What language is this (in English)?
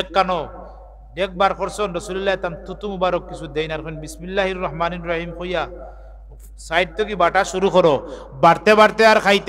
Sylheti